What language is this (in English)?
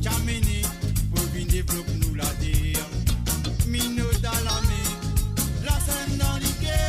Morisyen